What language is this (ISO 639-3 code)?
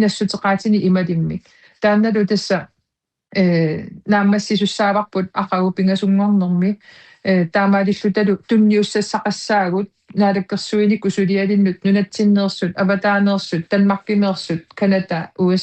kal